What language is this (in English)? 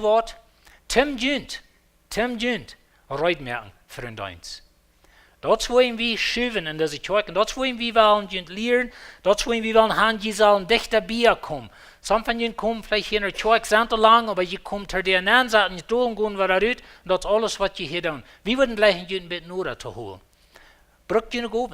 Plautdietsch